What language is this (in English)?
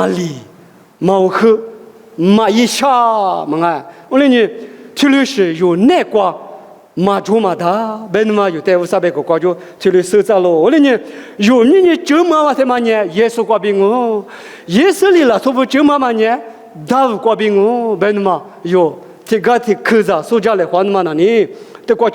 Lisu